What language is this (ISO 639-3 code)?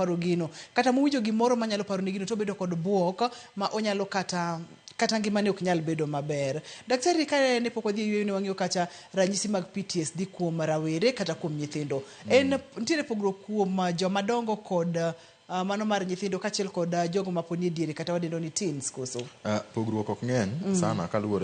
luo